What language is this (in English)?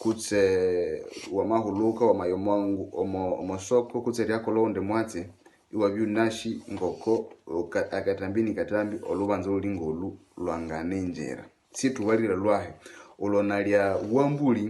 Nande